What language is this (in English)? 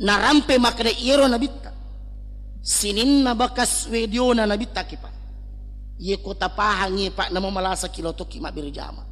Buginese